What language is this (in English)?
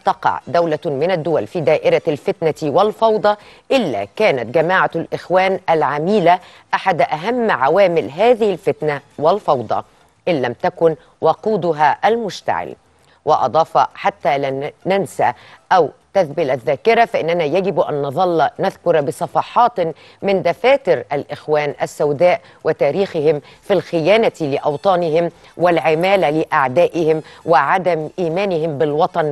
Egyptian Arabic